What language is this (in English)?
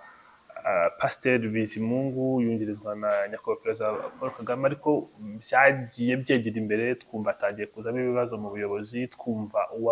Kinyarwanda